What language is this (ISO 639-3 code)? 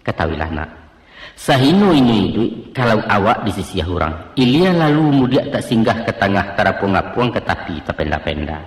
min